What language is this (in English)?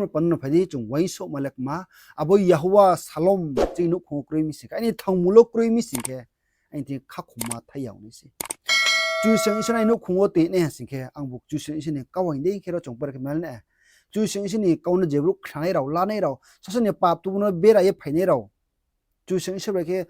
Riang (India)